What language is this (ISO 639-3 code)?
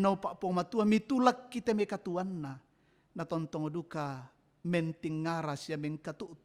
sda